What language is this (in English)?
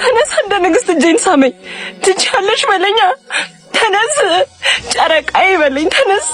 Amharic